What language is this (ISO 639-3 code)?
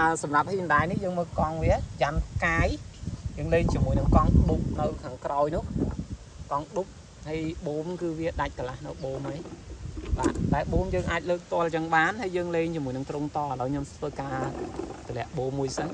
khm